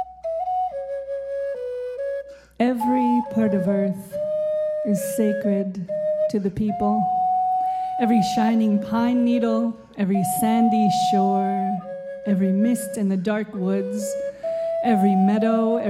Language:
English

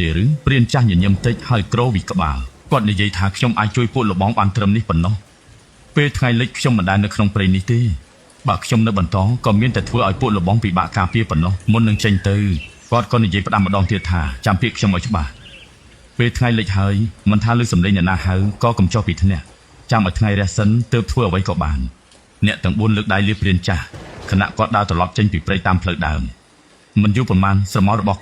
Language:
Khmer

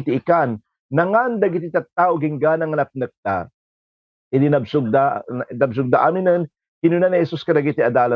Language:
Iloko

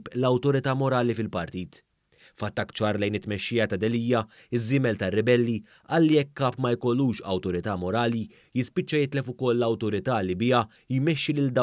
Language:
Maltese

